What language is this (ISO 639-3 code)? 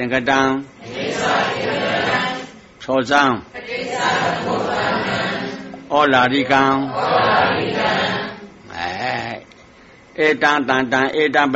mya